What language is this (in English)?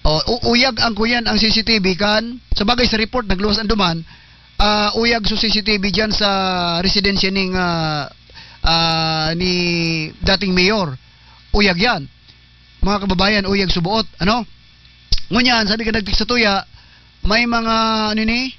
Bikol